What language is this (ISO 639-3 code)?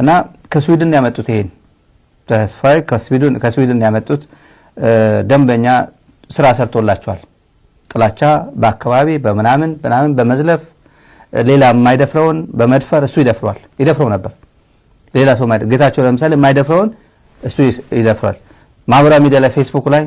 amh